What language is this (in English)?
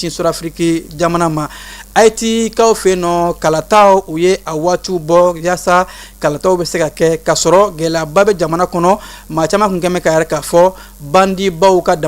Bambara